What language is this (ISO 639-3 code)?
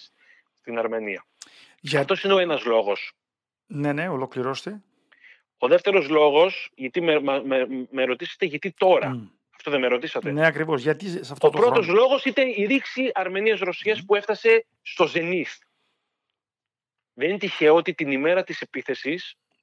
ell